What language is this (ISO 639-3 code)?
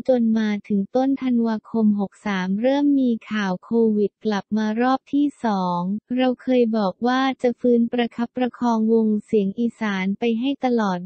tha